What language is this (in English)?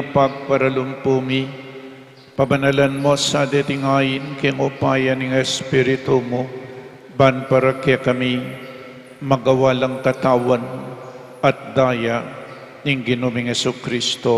Pampanga